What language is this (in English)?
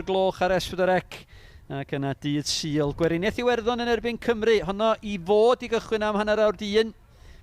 Welsh